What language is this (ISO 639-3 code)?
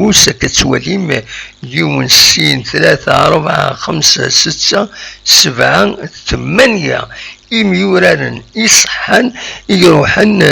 kab